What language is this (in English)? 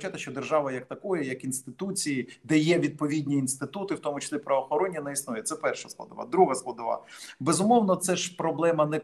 Ukrainian